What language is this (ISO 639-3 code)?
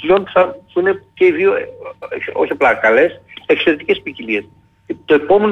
ell